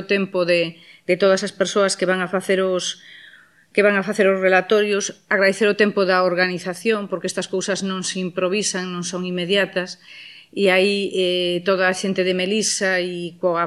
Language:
Galician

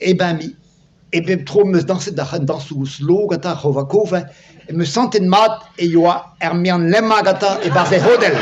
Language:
Breton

